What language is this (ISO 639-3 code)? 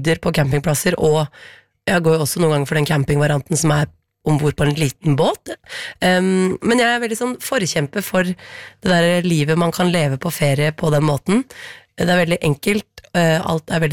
nor